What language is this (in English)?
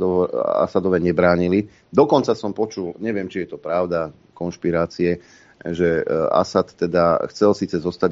Slovak